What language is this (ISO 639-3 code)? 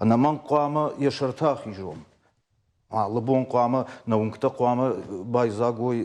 oss